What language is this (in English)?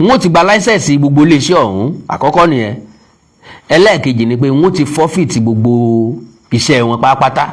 Yoruba